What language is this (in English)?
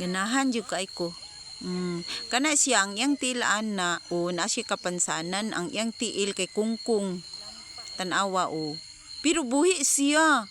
Cebuano